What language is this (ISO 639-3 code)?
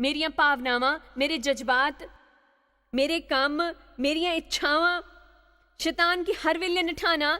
doi